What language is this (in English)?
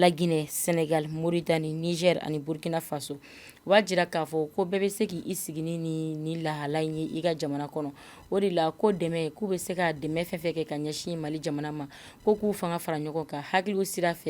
Bambara